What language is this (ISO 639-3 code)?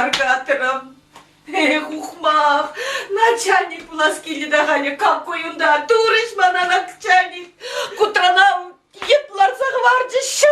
chv